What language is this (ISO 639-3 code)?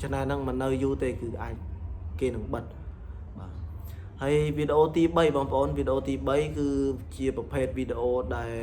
khm